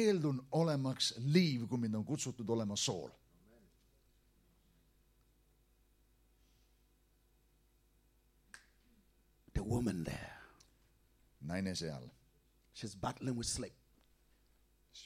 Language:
Estonian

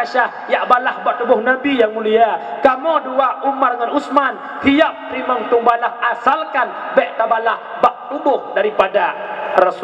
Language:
Achinese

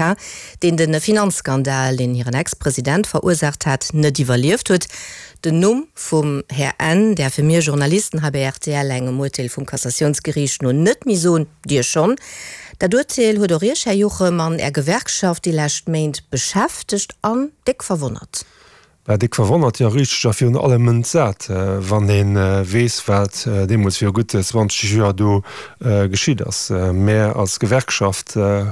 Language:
Luxembourgish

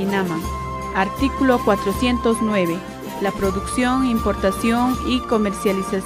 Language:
South Bolivian Quechua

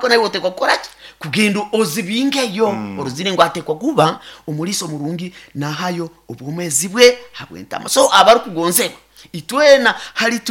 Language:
Nyoro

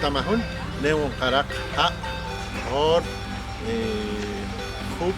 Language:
Poqomchi'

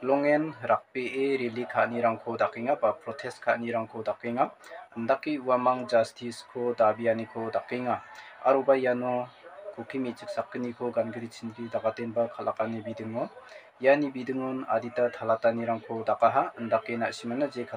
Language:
Garo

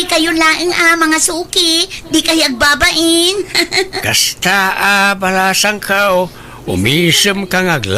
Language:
Iloko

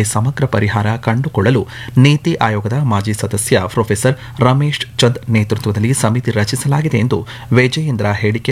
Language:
Kannada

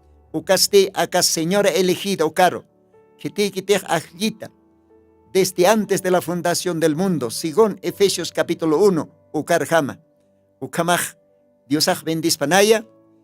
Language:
Aymara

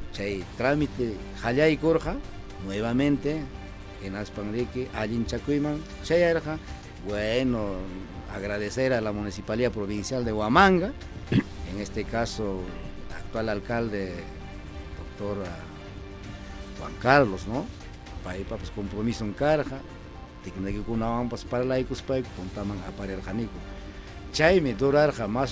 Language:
Ayacucho Quechua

